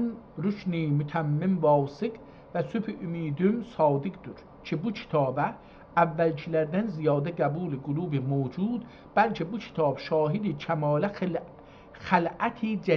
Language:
South Azerbaijani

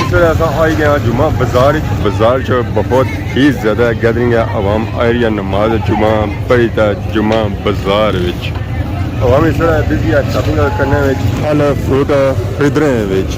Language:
Pahari-Potwari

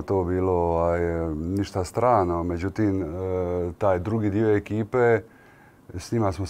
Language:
Croatian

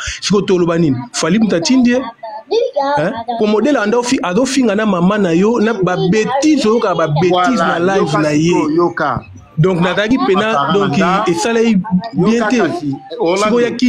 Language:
Lingala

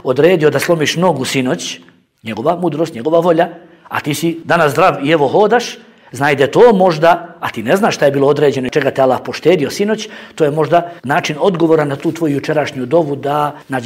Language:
Bosnian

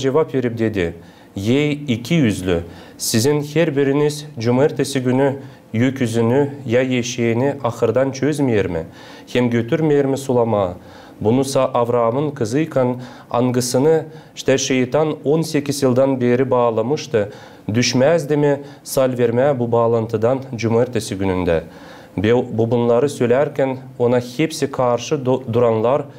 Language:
Gagauz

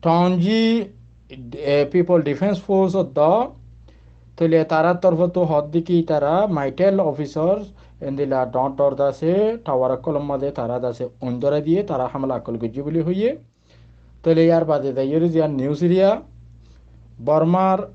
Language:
Rohingya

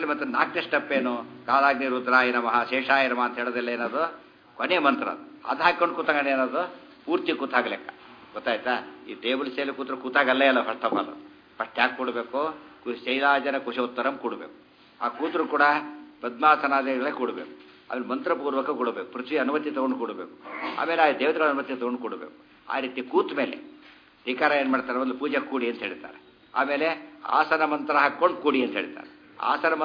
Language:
Kannada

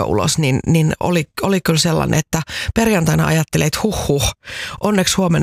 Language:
Finnish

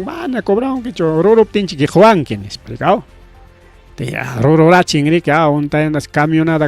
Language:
Ayacucho Quechua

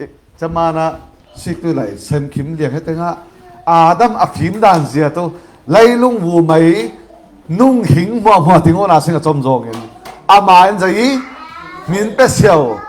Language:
Falam Chin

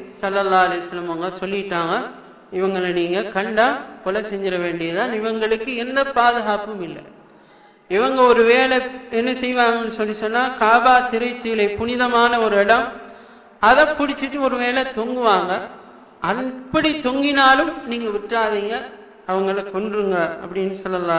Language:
Tamil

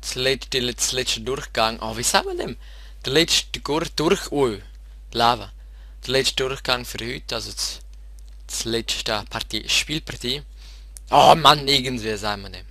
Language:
Swiss German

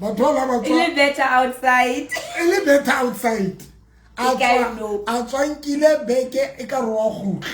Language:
Southern Sotho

